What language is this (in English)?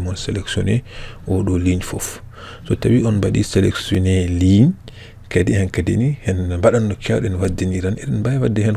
Fula